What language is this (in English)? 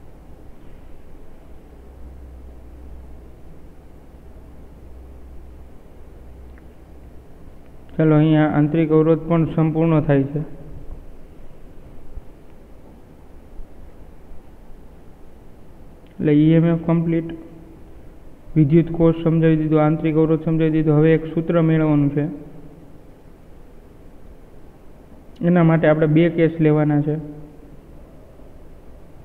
Gujarati